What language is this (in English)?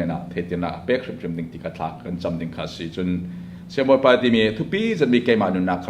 Hakha Chin